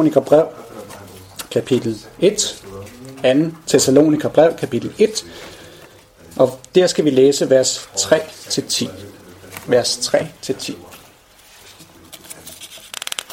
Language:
Danish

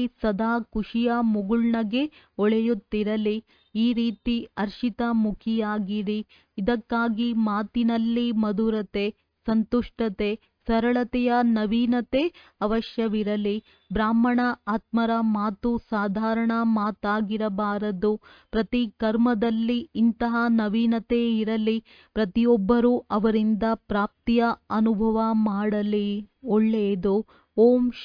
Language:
Kannada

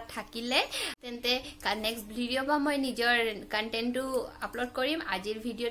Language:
Assamese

